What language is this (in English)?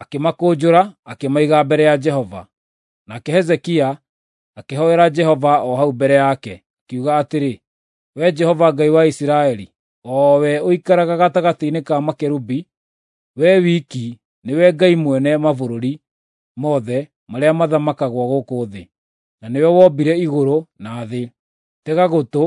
Kikuyu